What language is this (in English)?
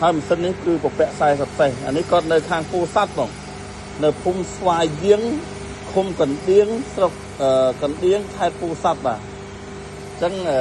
Khmer